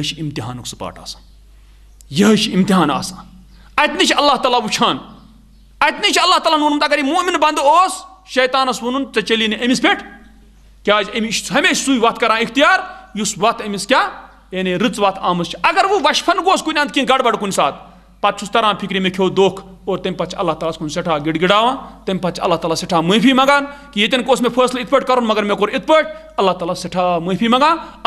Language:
Kashmiri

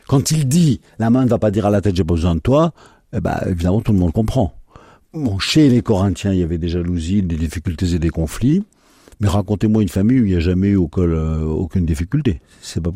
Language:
French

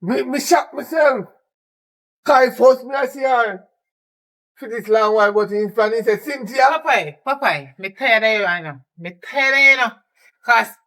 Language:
Jamaican Creole English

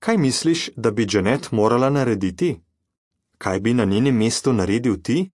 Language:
Slovenian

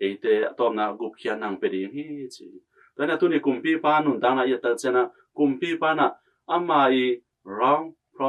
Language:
Tedim Chin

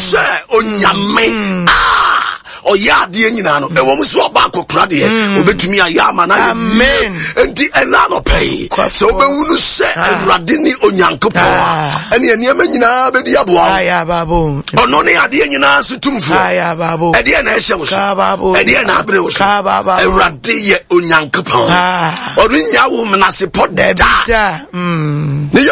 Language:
Akan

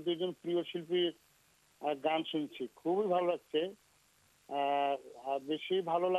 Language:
Bangla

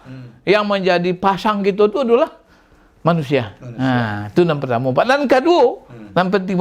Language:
Minangkabau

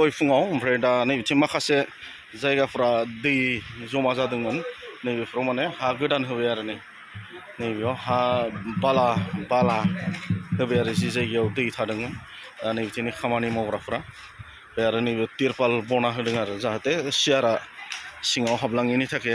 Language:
Bodo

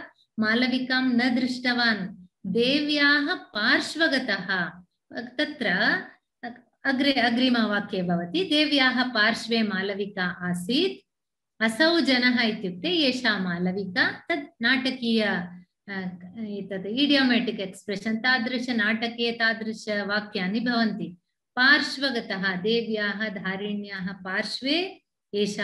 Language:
Sanskrit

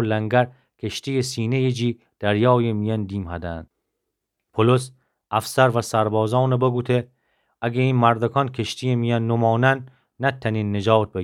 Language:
Gilaki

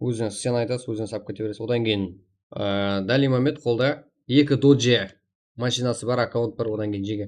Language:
Kara-Kalpak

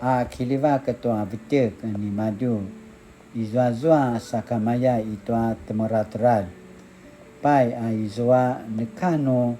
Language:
Paiwan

